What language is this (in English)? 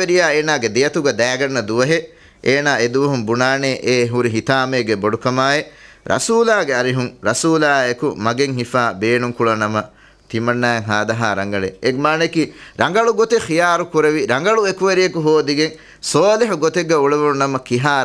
Divehi